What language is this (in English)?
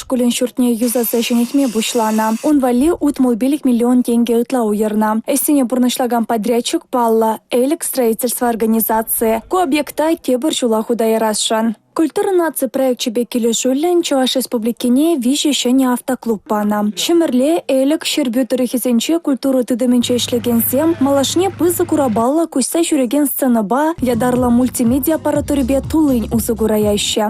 Chuvash